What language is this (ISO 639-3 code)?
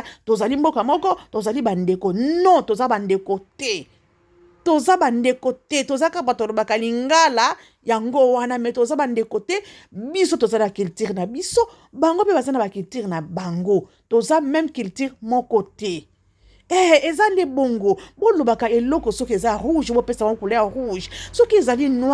lin